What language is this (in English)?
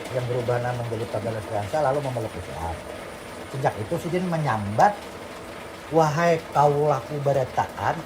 Banjar